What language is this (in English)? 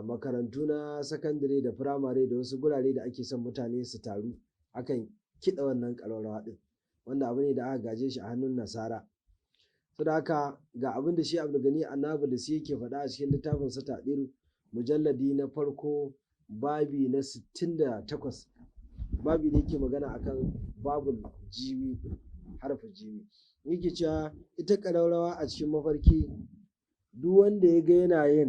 Hausa